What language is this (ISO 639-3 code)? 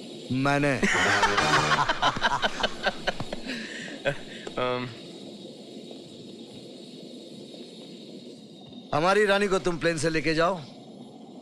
hin